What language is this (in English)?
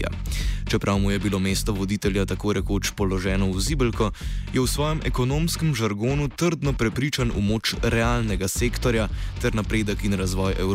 Slovenian